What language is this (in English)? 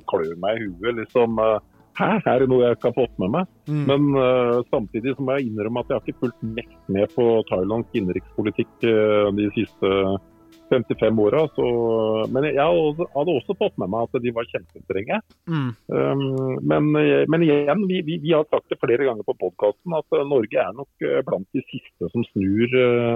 Norwegian